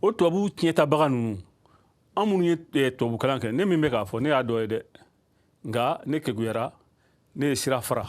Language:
Bambara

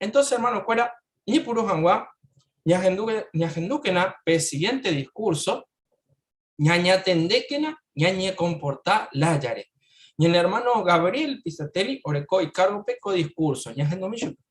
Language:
Guarani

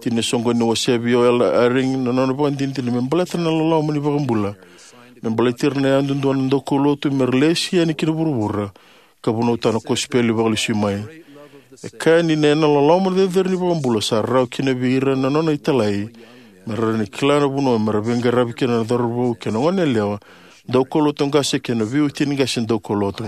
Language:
Fijian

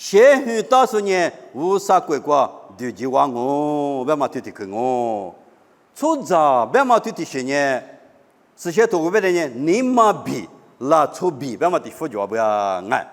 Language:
Lisu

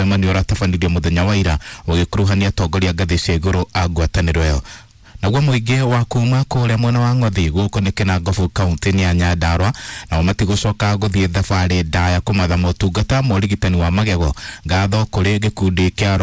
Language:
Kikuyu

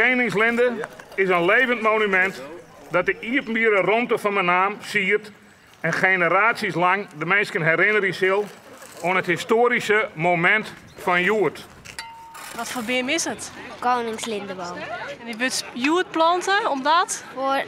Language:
Western Frisian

